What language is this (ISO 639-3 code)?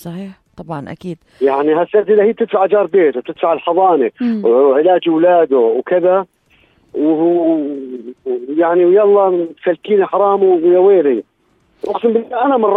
apc